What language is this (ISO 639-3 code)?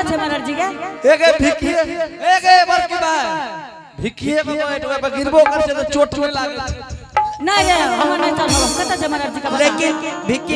anp